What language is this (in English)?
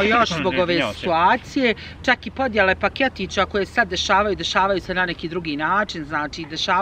Bosnian